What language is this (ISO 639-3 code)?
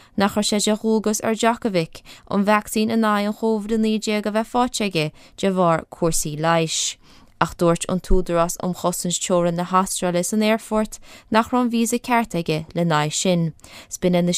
gle